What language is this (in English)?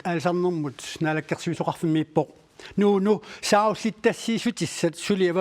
Kalaallisut